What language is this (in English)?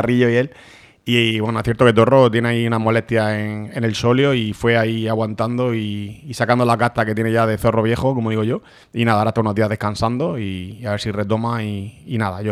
Spanish